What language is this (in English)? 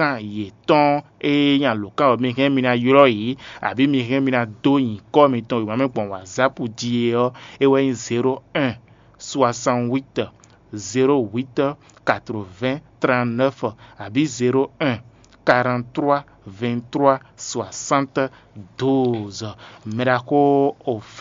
Fon